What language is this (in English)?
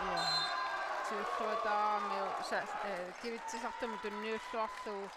Kalaallisut